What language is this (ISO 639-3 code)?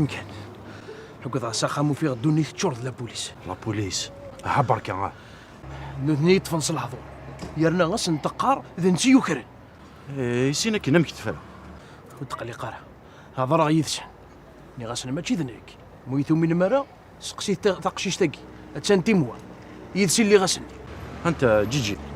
kab